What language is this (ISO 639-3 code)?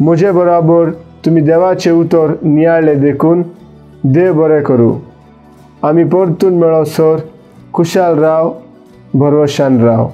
kok